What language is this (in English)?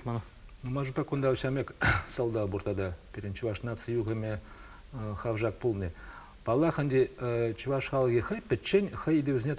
Chuvash